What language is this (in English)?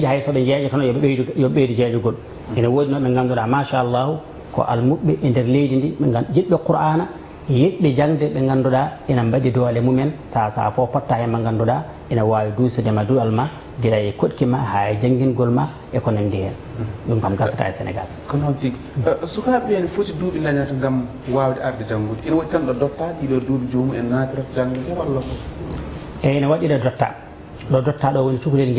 Fula